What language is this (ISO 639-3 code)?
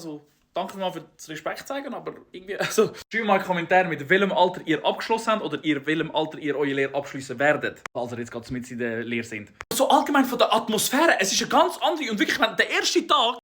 gsw